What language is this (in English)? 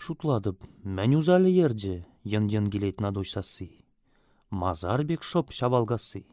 Chuvash